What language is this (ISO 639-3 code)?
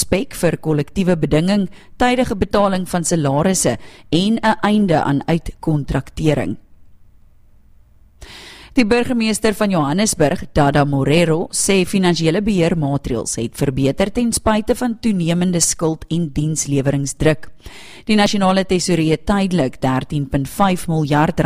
afr